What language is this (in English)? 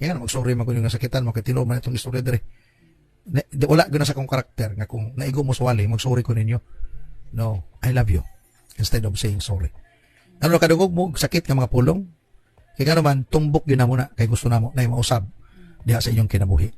Cebuano